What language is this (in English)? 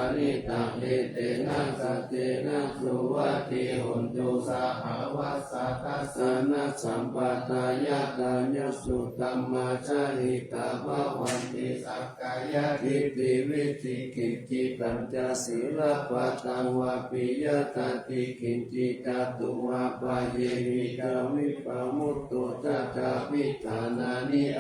Pali